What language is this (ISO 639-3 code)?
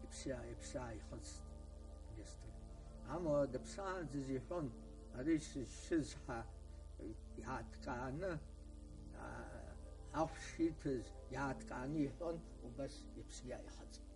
abk